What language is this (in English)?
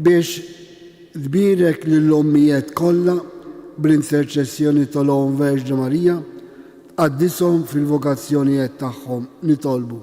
Maltese